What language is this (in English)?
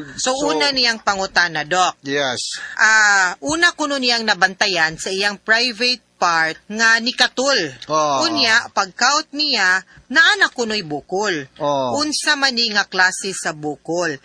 Cebuano